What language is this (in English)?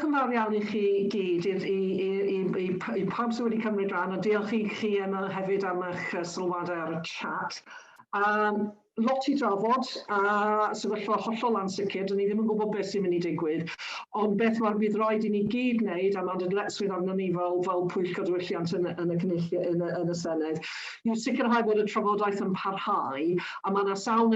Welsh